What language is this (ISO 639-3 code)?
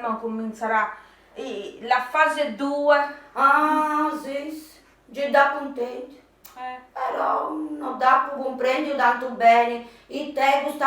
srd